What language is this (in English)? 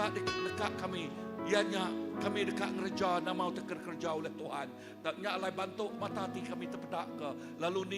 Iban